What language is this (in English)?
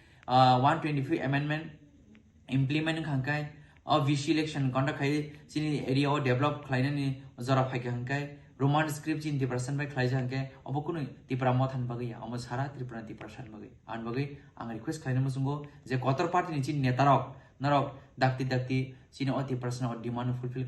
Kok Borok